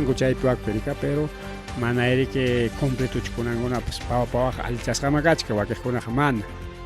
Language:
Ayacucho Quechua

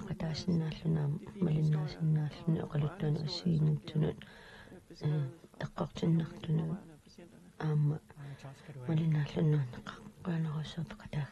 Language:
Kalaallisut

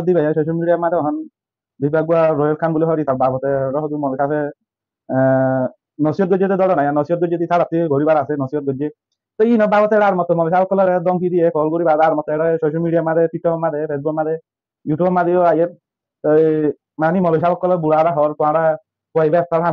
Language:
Rohingya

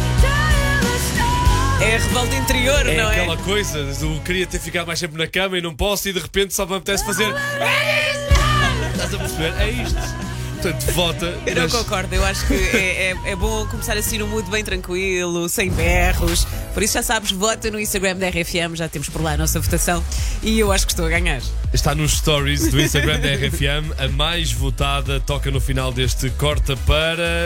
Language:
Portuguese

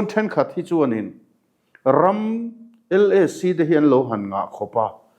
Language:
Mizo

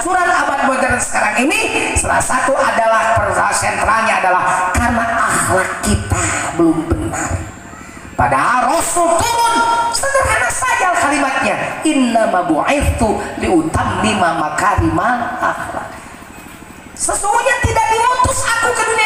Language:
Sundanese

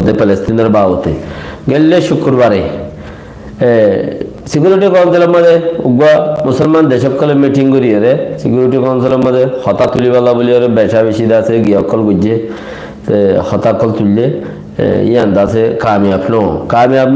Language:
Rohingya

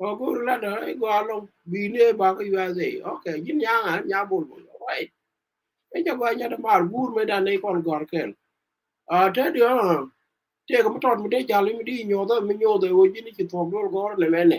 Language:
Nuer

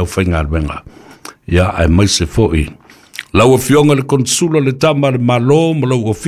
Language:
Samoan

